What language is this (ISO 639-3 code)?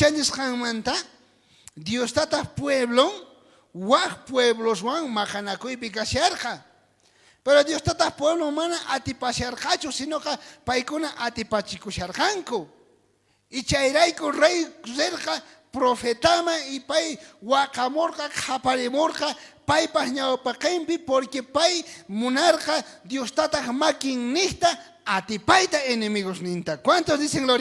quh